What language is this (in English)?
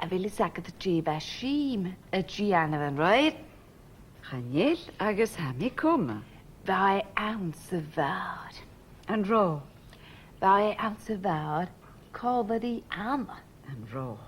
Scottish Gaelic